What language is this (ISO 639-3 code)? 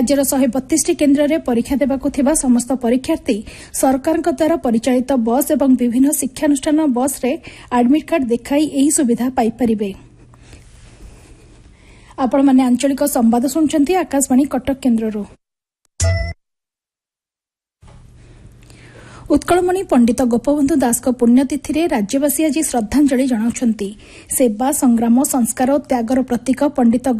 ori